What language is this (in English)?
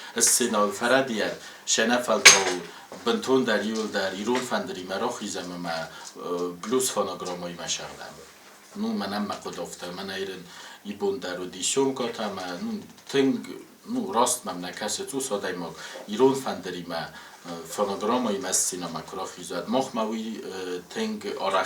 Ossetic